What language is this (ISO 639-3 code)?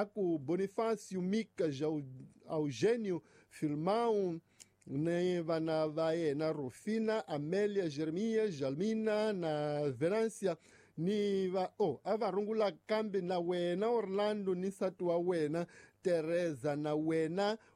tso